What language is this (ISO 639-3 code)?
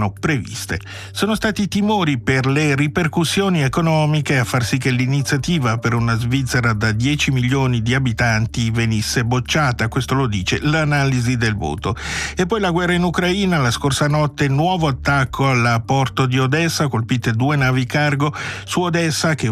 ita